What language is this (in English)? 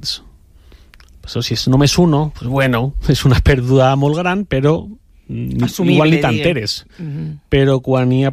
Catalan